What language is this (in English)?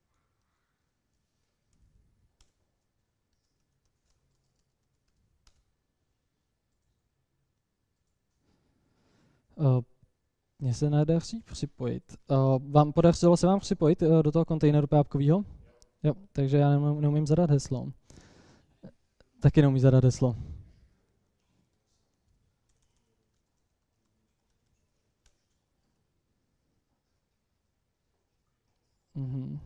Czech